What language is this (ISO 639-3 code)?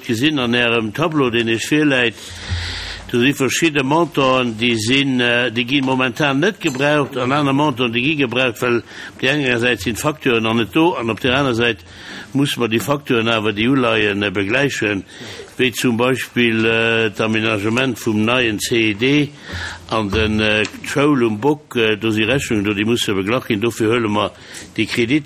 ltz